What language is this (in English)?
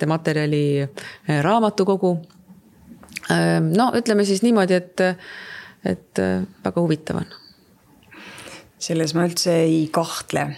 Estonian